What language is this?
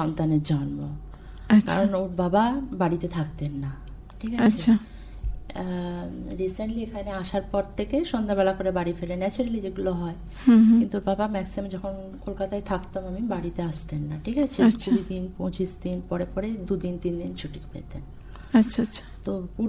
Bangla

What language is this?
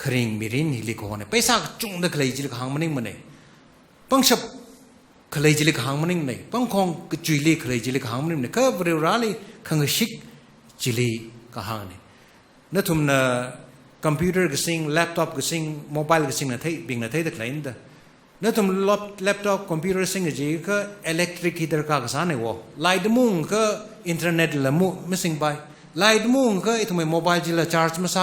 Tangkhul Naga (India)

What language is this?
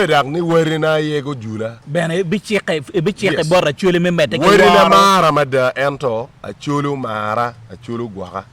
Acoli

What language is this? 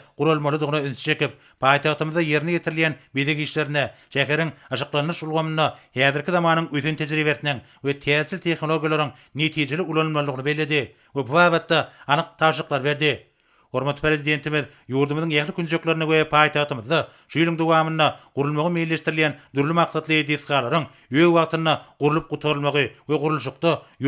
Turkmen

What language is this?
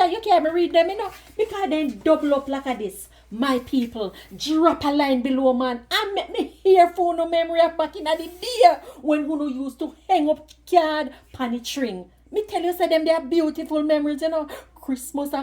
Jamaican Creole English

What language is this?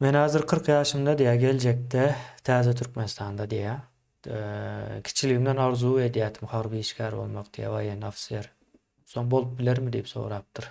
Turkmen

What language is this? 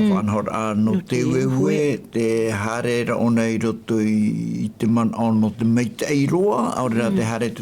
Tahitian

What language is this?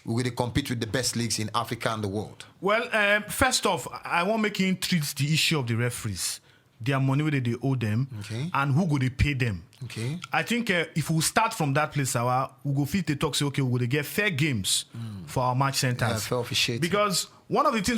Nigerian Pidgin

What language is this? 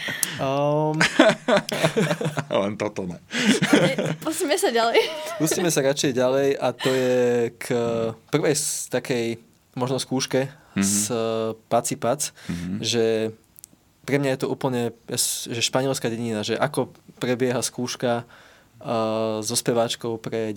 Slovak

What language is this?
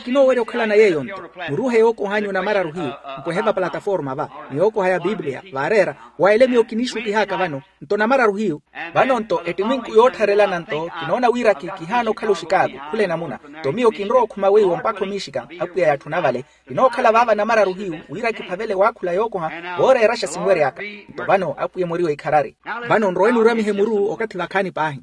Makhuwa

